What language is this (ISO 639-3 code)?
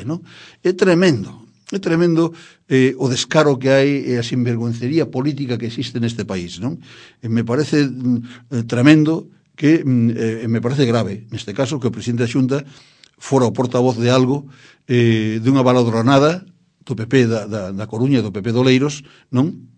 glg